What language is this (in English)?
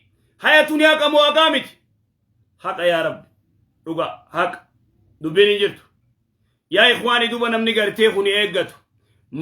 Oromo